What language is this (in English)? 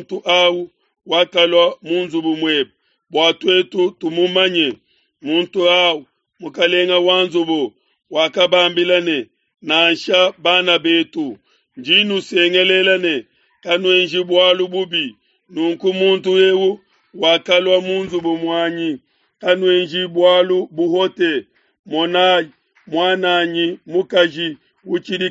Luba-Lulua